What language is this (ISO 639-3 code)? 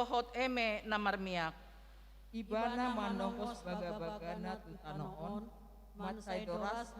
bbc